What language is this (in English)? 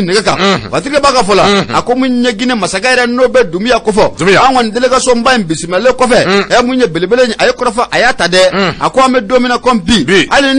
Bambara